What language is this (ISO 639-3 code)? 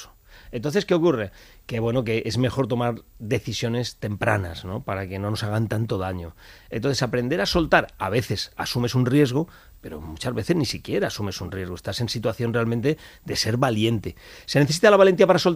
spa